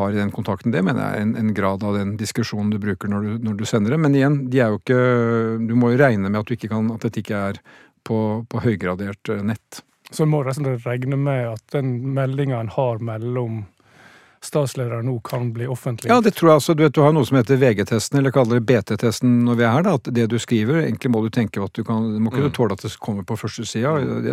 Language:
Norwegian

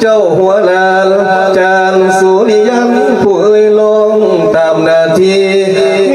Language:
Lao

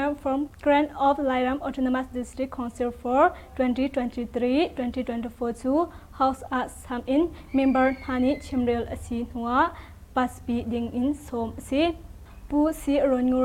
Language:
Hakha Chin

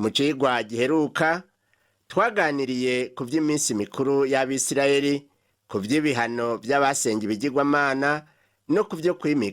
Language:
Rundi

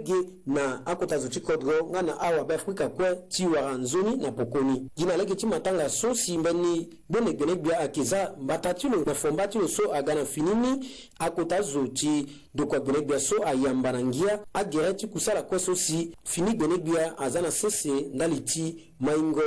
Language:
Sango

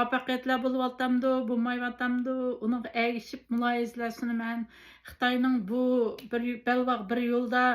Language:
Uyghur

